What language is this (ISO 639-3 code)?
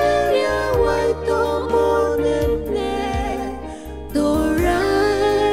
swa